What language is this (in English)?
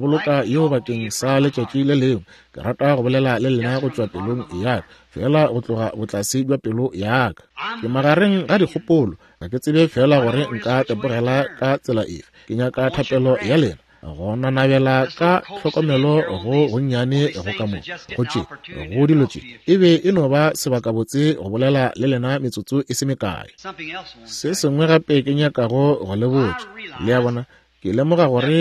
Northern Sotho